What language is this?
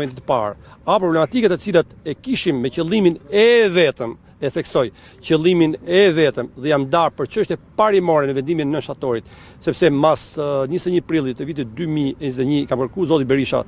Albanian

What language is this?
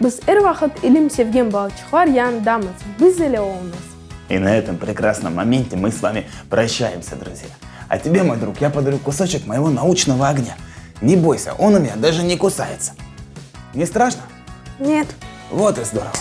Crimean Tatar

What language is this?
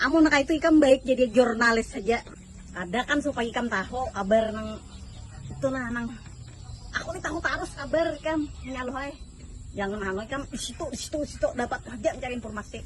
Banjar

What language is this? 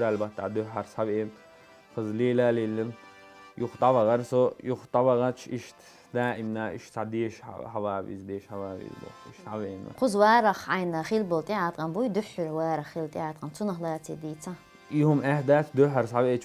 Chechen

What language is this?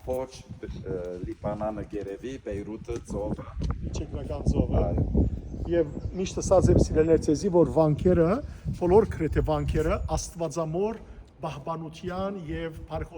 Western Armenian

